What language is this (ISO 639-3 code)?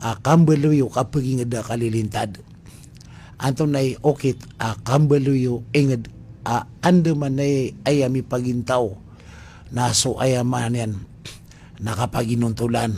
mrw